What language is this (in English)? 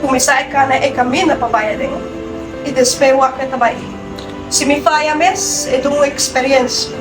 Papiamento